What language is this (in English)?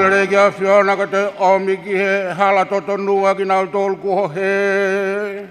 Tongan